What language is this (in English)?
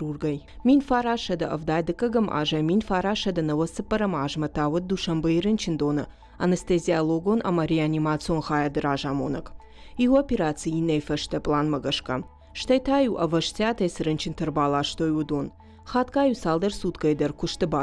Ossetic